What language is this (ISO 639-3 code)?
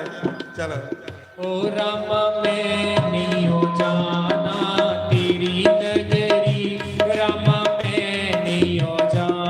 doi